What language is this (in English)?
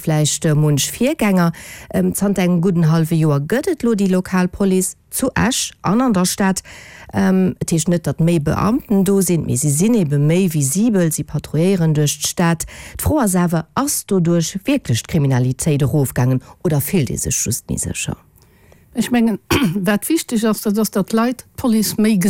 Luxembourgish